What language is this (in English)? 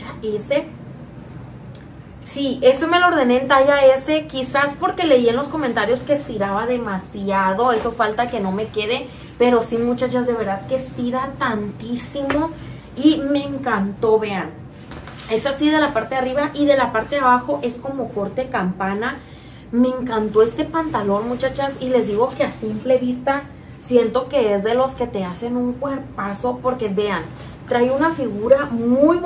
Spanish